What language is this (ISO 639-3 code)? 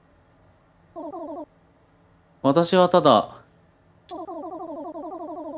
jpn